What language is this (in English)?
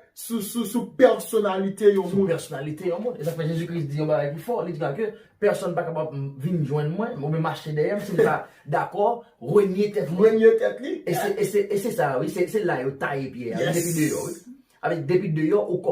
Haitian Creole